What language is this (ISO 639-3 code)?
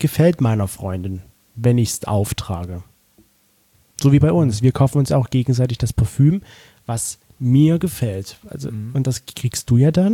deu